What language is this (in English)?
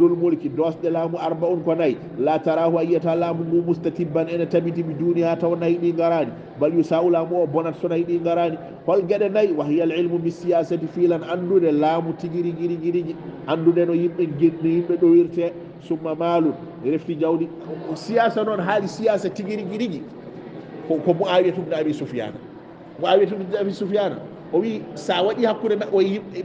Fula